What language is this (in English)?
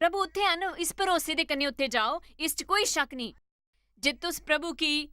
Dogri